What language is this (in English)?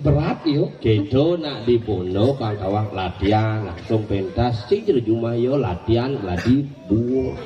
Balinese